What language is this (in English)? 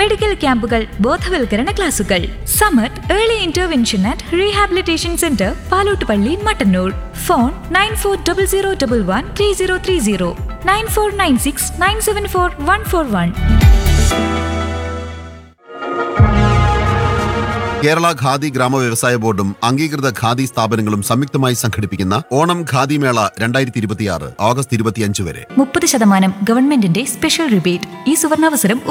Malayalam